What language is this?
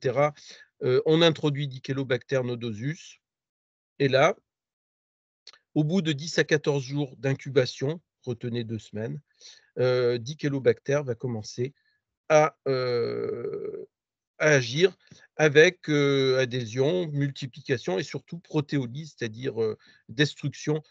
French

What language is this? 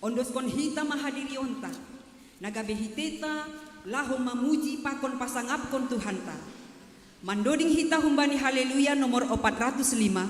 Batak Simalungun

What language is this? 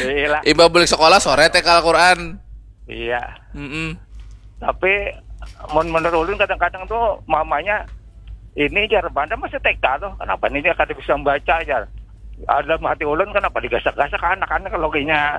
Banjar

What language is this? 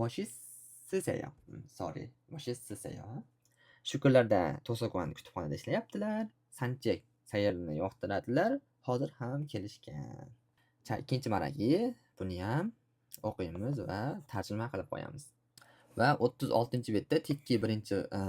Uzbek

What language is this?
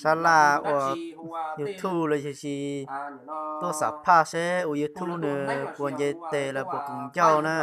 Hmong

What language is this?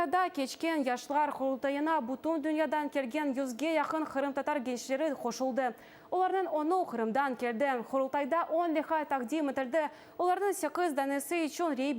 Crimean Tatar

